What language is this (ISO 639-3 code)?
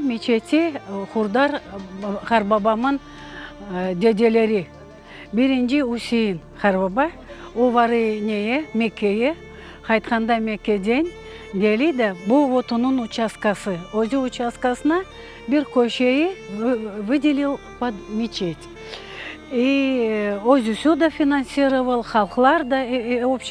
crh